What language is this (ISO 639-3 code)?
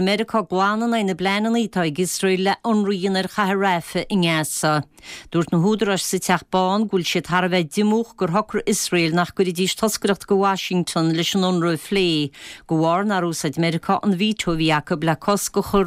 gle